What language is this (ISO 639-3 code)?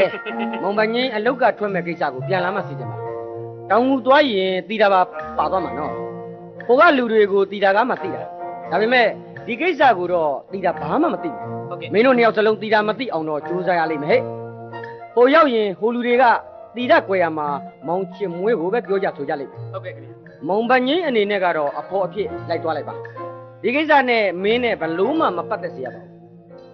mya